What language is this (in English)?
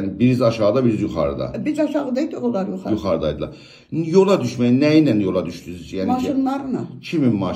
South Azerbaijani